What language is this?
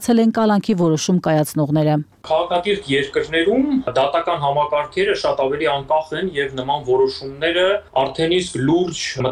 Armenian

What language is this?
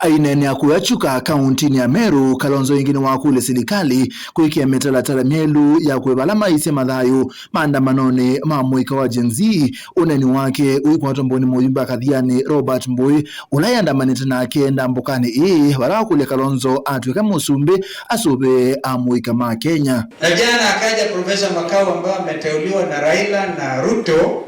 Kamba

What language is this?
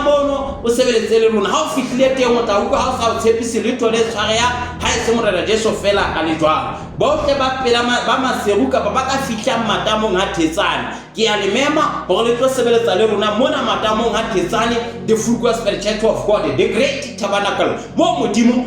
Southern Sotho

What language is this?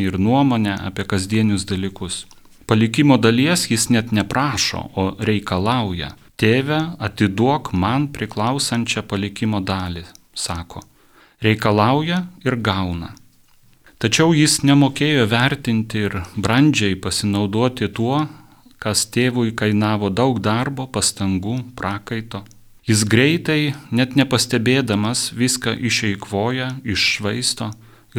Lithuanian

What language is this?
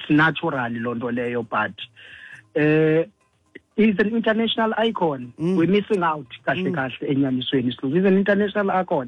Xhosa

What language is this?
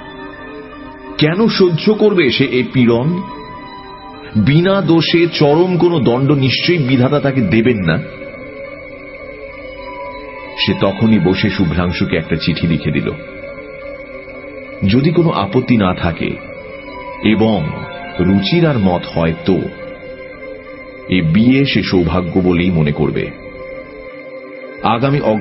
Bangla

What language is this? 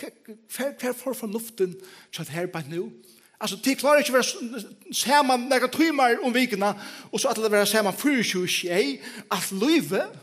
Faroese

